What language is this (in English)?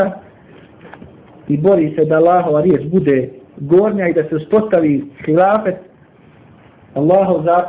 Bosnian